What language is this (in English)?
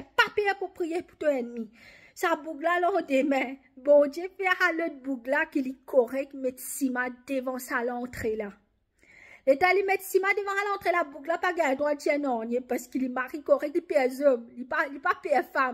Morisyen